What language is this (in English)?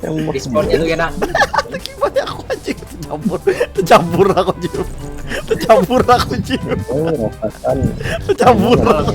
Banjar